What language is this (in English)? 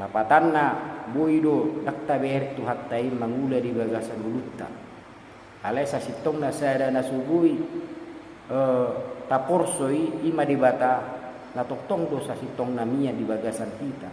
Batak Toba